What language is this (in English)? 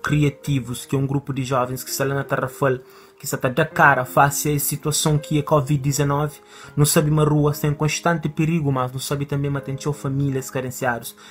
Kabuverdianu